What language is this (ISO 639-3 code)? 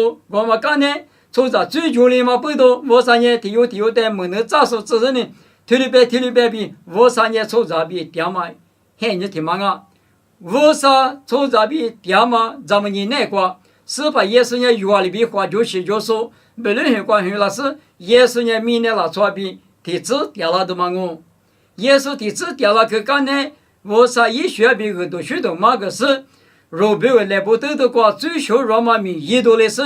lis